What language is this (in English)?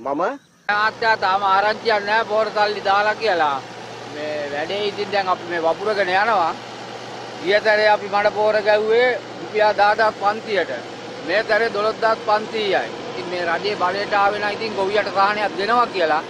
Sinhala